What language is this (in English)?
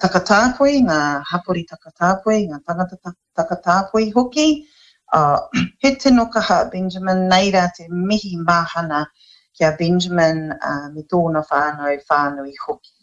Māori